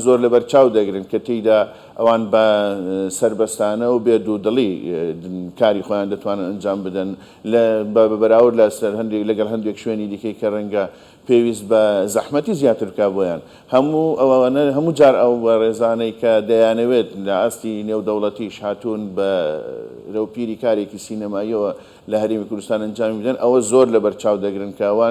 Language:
Central Kurdish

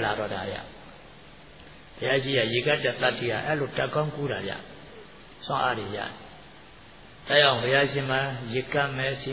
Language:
Burmese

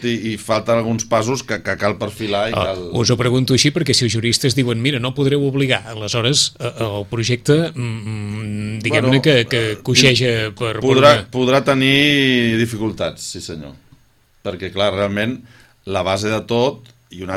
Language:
Catalan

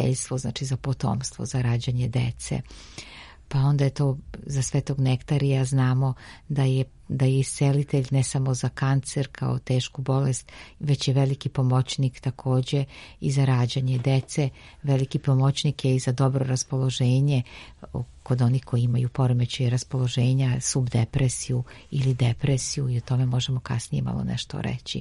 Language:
Serbian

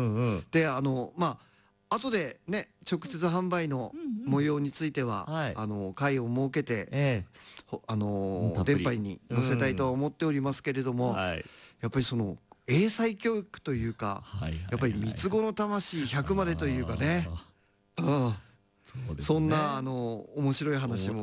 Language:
Japanese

